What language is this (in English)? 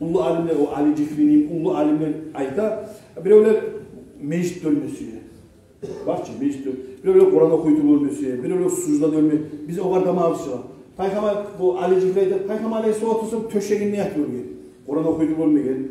Kumyk